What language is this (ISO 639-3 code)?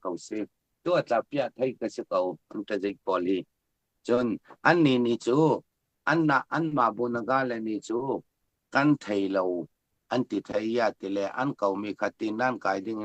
cfm